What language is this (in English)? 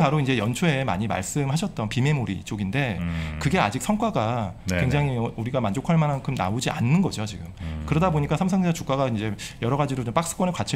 Korean